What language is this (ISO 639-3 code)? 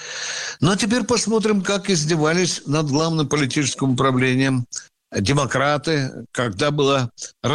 rus